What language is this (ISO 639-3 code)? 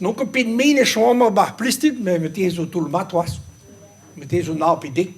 bre